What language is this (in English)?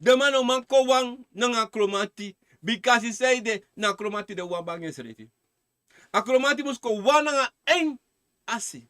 Sranan Tongo